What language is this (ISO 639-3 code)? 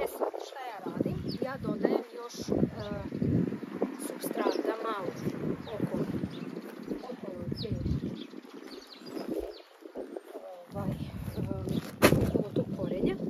srp